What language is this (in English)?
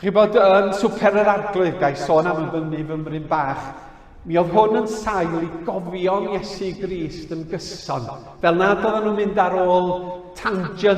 Welsh